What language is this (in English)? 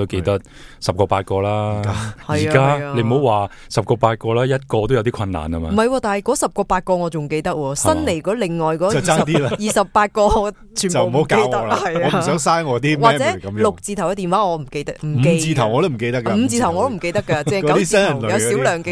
Cantonese